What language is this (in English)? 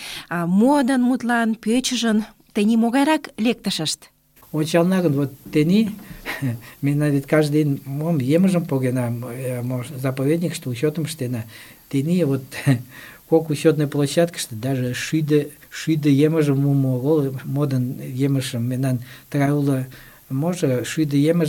Mari